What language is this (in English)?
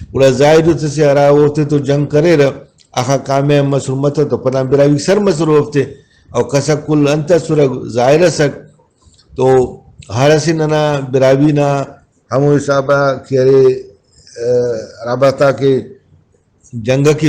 Brahui